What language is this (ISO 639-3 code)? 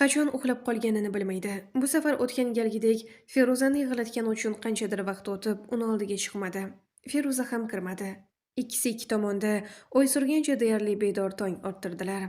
uzb